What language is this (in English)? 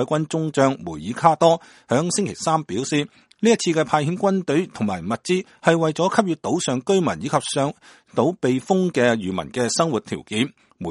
Cantonese